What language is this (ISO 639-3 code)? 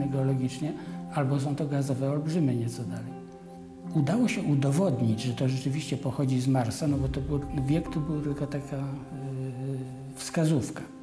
pol